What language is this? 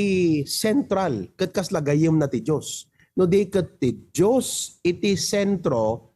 Iloko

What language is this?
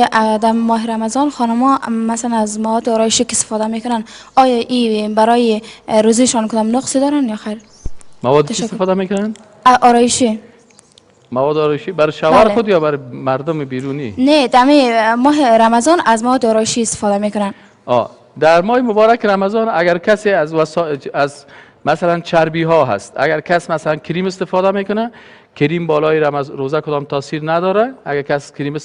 Persian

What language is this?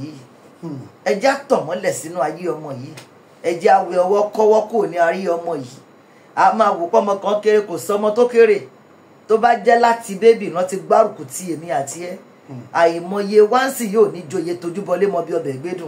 Yoruba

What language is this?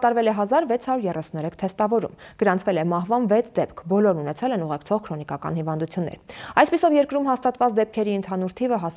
Armenian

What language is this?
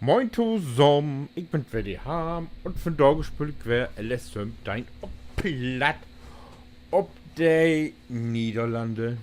Low German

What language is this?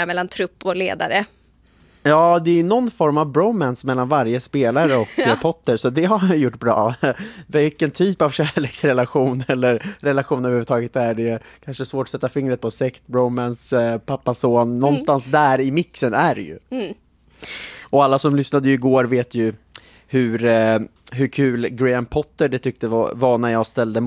Swedish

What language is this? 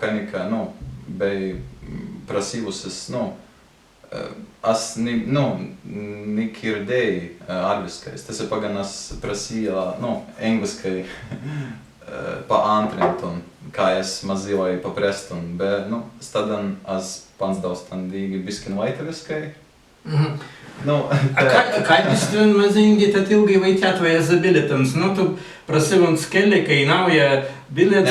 Prussian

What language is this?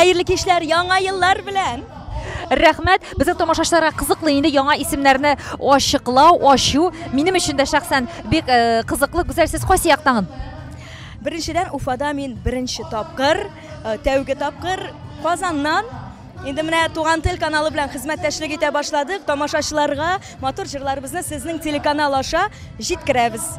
Tatar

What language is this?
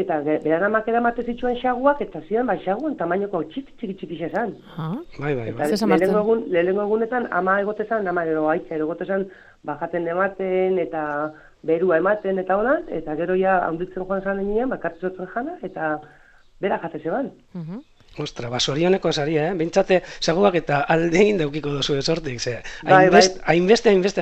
Basque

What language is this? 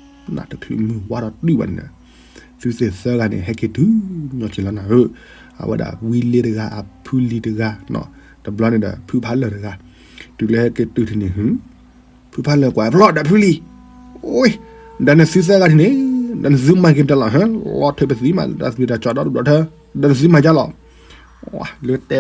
S'gaw Karen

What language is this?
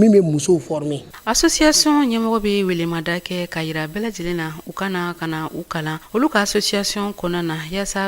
Bambara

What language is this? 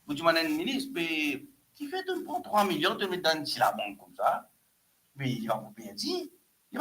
Morisyen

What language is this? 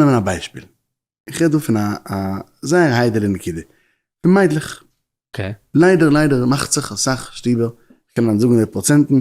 Yiddish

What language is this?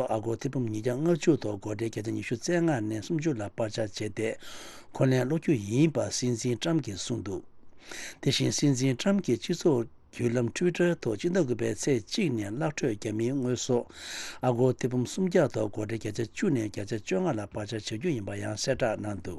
Tibetan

